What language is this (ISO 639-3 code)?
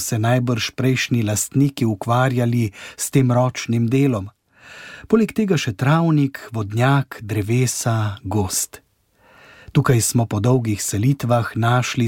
slv